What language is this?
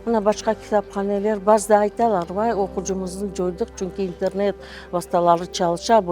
Crimean Tatar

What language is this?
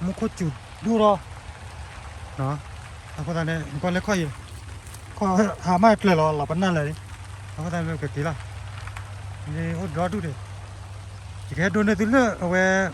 S'gaw Karen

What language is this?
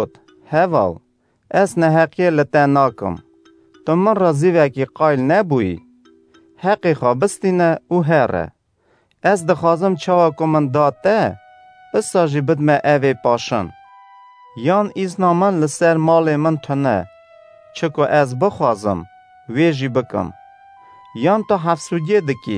Kurdish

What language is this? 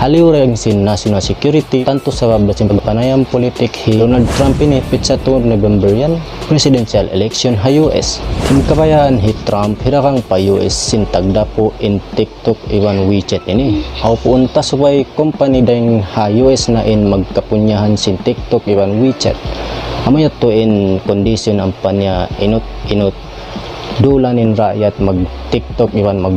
Tausug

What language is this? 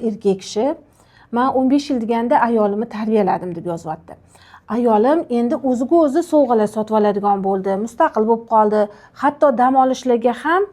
Uzbek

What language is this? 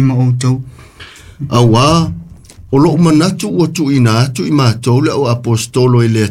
Samoan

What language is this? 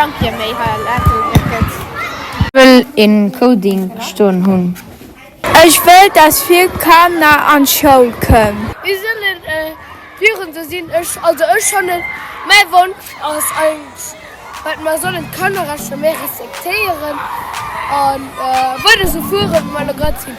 Luxembourgish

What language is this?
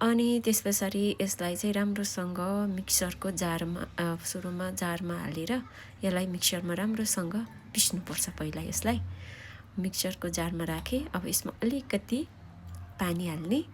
Nepali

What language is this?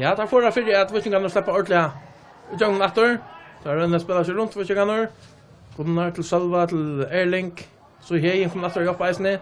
Faroese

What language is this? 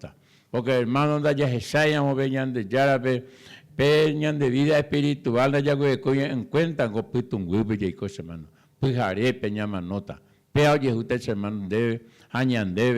Guarani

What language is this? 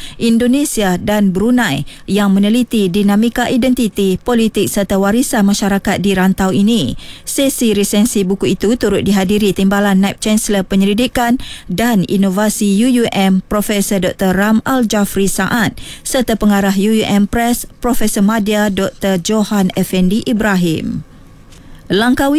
Malay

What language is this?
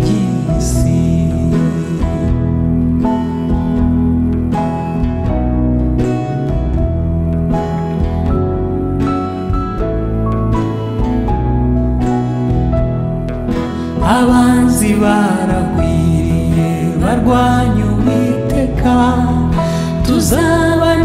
Kinyarwanda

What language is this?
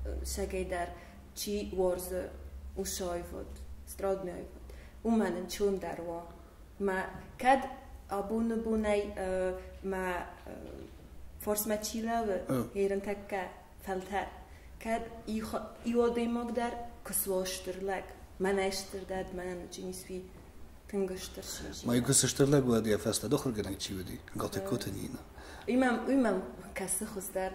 Ossetic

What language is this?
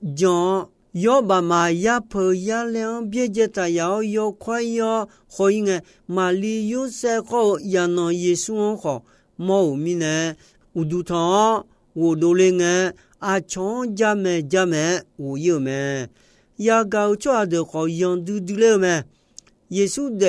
Akha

